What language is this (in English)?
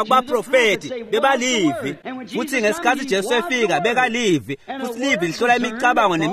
Swati